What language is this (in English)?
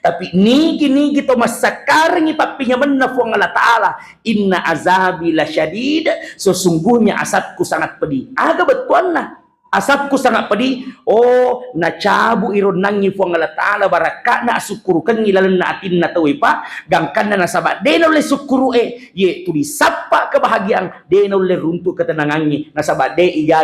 Buginese